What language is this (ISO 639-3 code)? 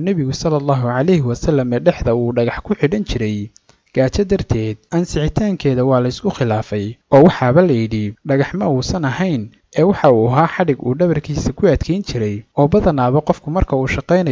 som